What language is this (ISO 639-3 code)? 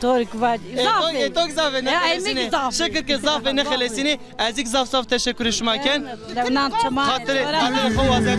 zza